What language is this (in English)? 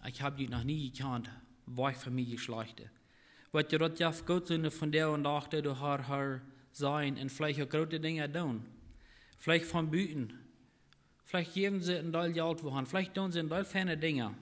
Plautdietsch